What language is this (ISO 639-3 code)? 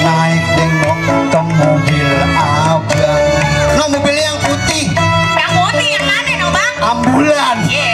bew